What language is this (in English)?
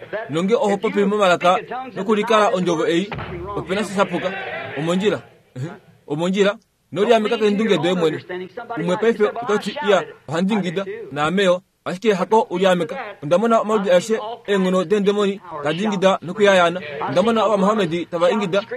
Kuanyama